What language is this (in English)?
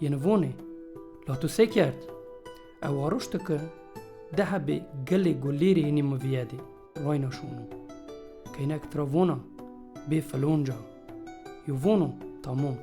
Zaza